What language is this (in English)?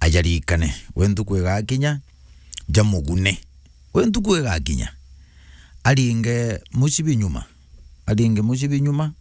Meru